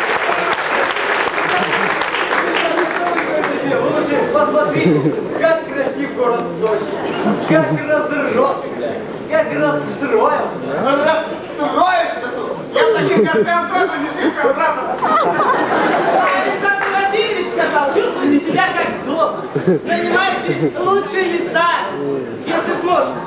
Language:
Russian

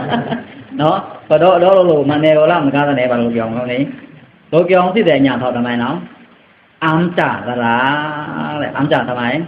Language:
Pa'o Karen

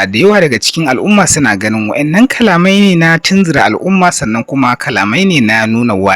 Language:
Hausa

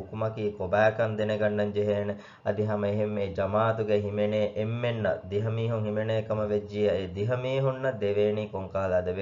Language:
Divehi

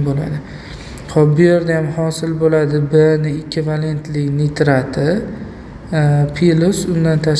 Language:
Uzbek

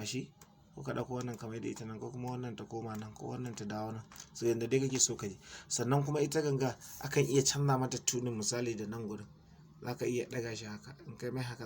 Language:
Hausa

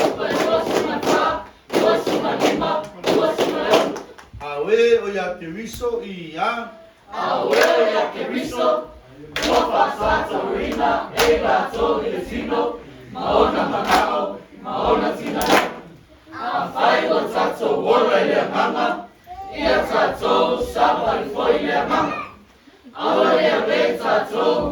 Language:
Samoan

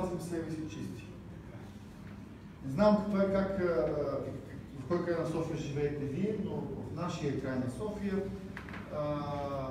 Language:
Bulgarian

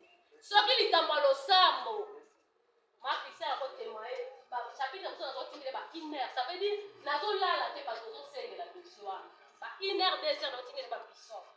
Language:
Lingala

